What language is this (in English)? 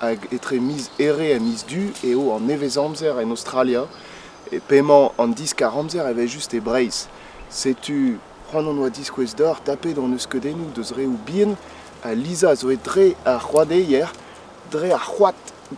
Breton